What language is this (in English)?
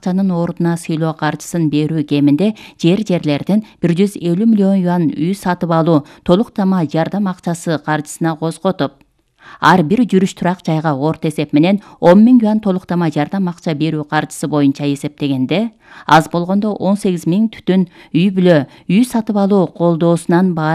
Kyrgyz